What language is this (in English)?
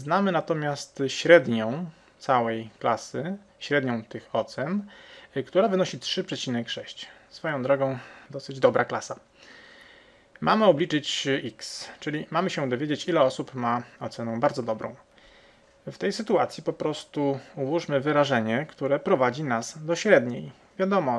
Polish